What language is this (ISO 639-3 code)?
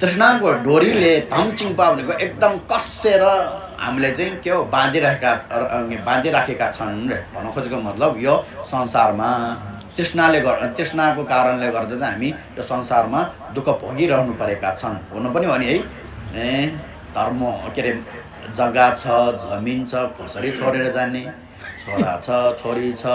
nep